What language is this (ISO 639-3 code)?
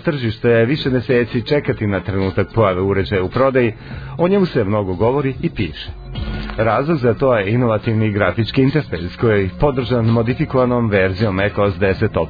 srp